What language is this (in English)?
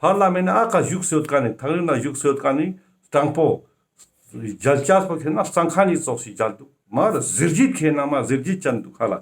Ladakhi